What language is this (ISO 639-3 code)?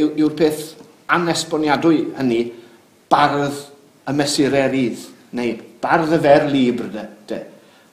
cym